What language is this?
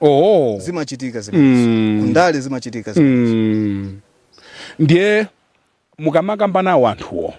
Nyanja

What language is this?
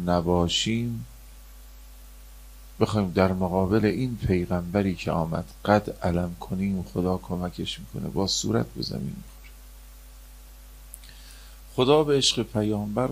Persian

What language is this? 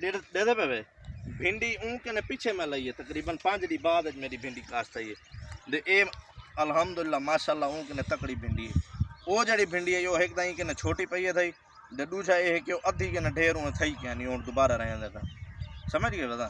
Saraiki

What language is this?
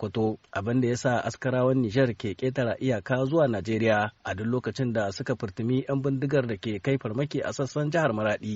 Hausa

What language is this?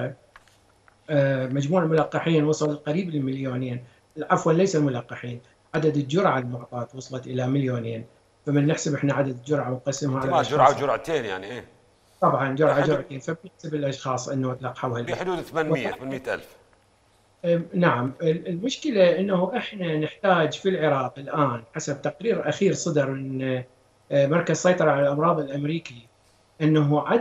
Mesopotamian Arabic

